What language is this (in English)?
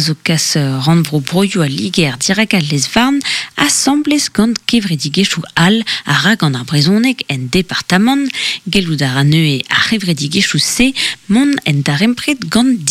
Breton